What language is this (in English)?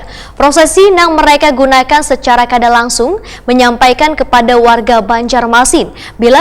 Banjar